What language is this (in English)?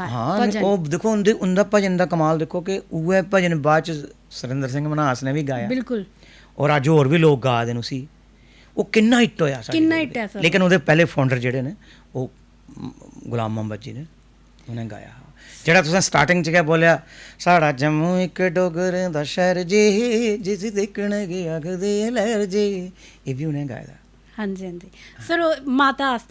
Dogri